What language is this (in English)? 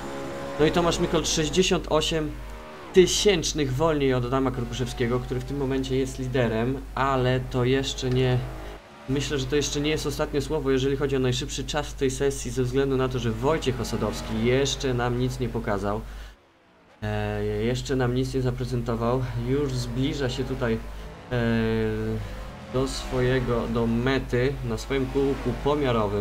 Polish